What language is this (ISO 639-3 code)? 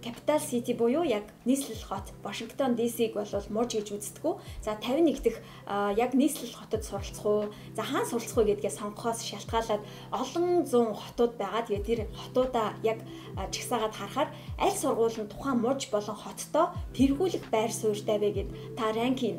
mon